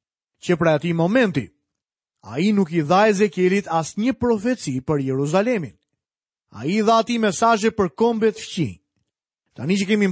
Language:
Albanian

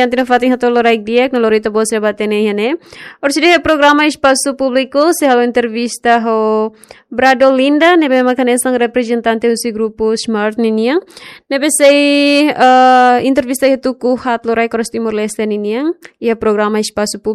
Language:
Tetum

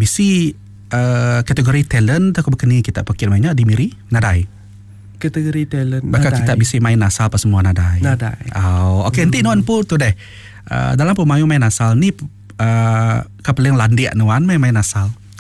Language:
Iban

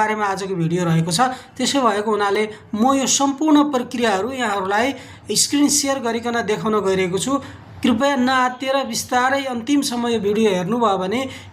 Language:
Nepali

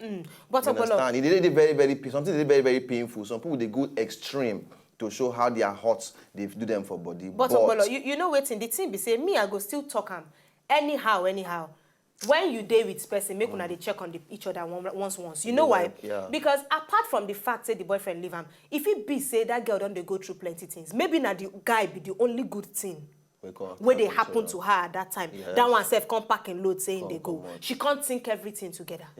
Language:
Nigerian Pidgin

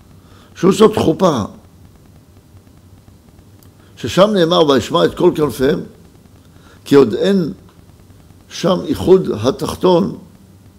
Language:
Hebrew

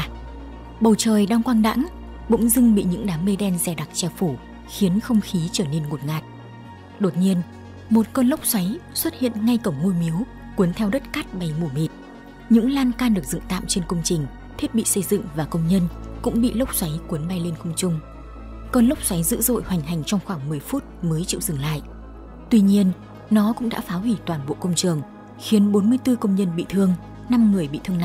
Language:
Vietnamese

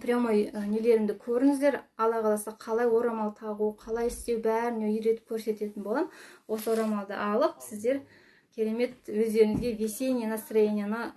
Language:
Kazakh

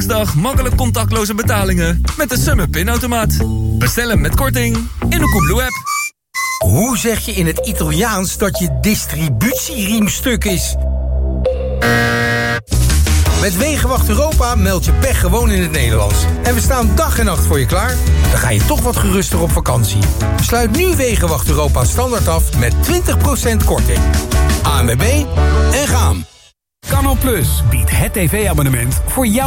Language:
Dutch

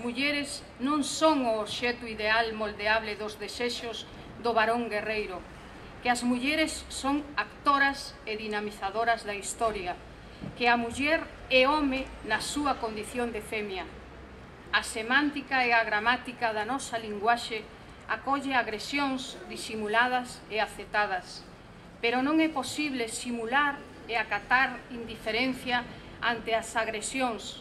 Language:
Galician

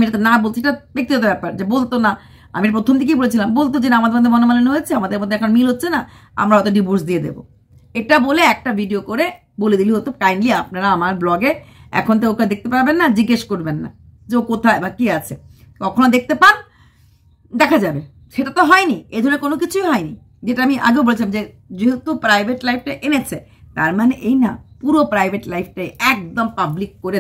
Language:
Bangla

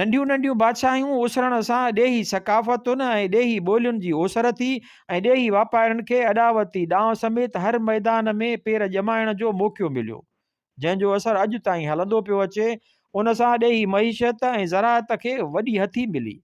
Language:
Sindhi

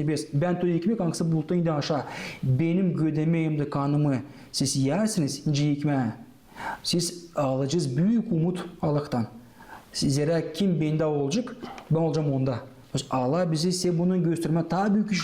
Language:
Gagauz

